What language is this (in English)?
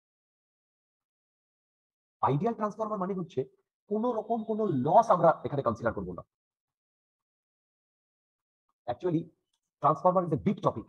Bangla